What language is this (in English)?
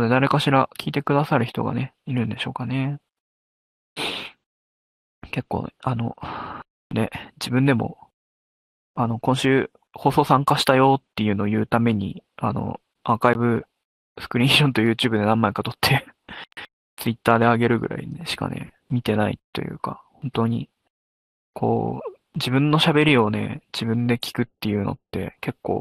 Japanese